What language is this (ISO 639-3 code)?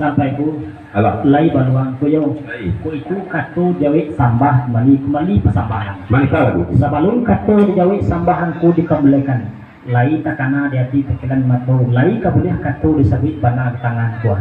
min